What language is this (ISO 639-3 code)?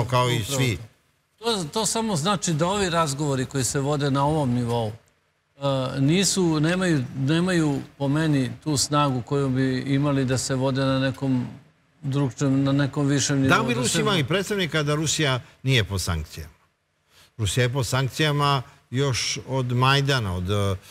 srp